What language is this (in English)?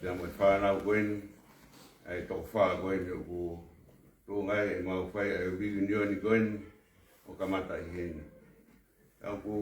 Tongan